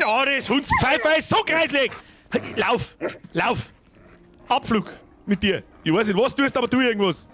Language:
Bavarian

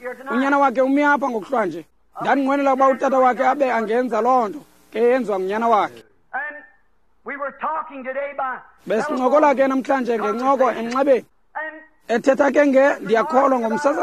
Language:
Xhosa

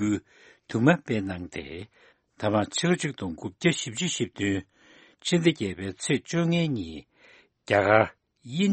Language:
Tibetan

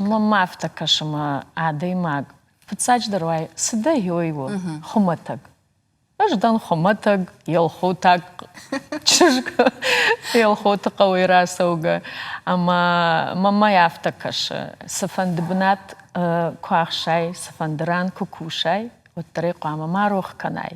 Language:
Ossetic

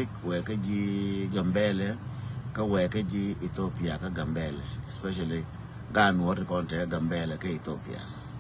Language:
Nuer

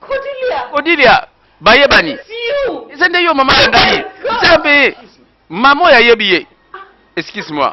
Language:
Lingala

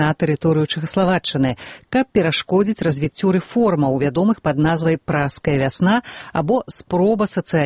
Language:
Belarusian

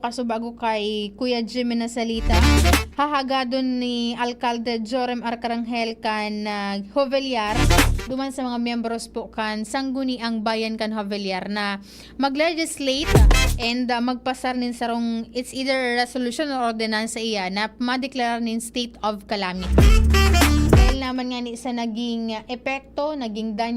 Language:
Bikol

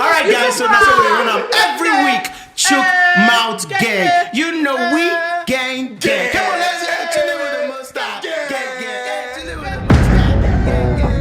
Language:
Nigerian Pidgin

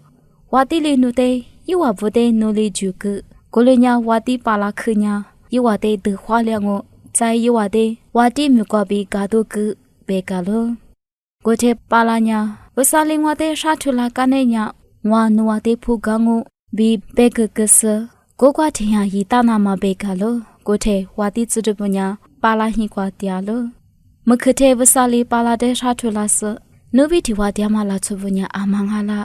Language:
Lisu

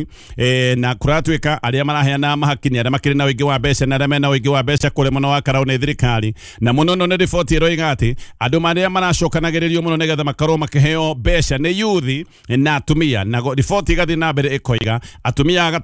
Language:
Kikuyu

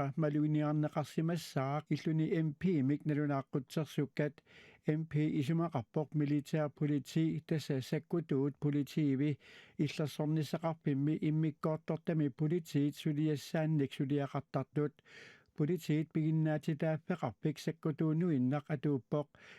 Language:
Kalaallisut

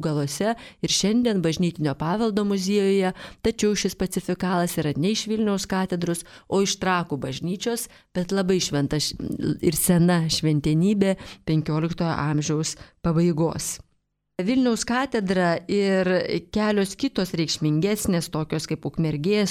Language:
Lithuanian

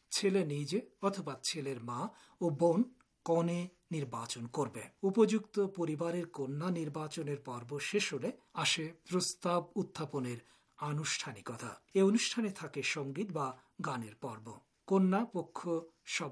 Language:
Bangla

